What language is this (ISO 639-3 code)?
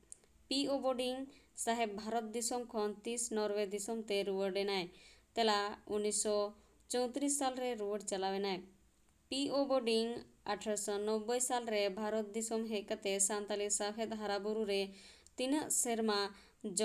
sat